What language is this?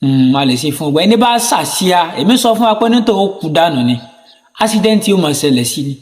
Yoruba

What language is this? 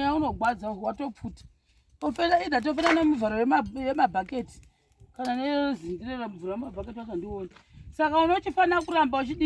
Shona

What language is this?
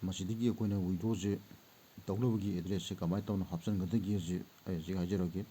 Manipuri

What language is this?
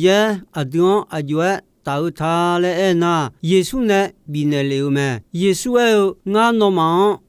Akha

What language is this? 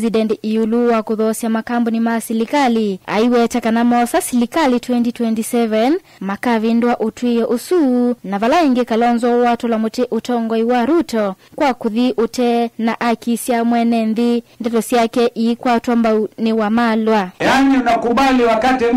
Kamba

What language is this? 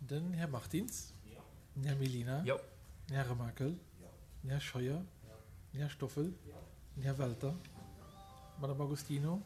Luxembourgish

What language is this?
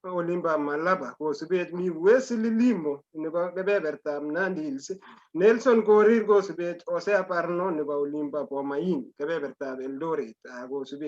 Kalenjin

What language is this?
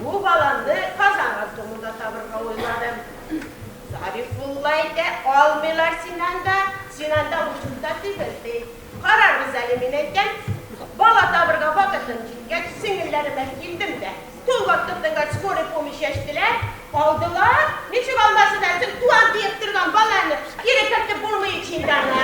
Tatar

